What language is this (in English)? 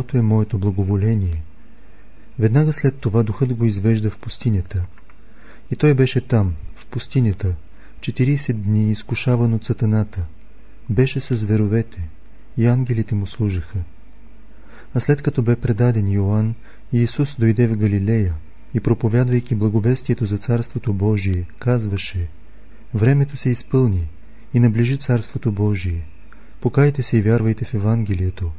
Bulgarian